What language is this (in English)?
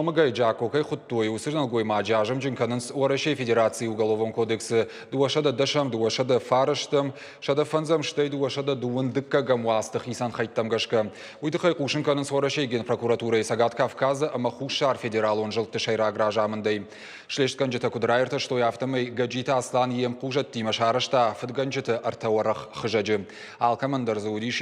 Ossetic